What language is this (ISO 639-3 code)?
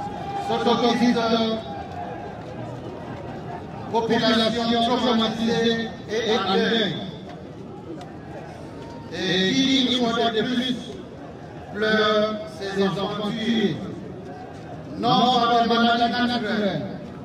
fra